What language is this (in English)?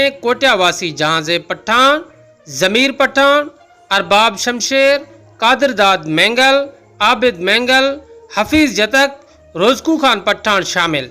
Sindhi